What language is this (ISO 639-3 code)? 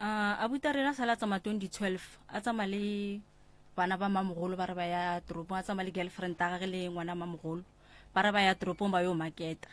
nso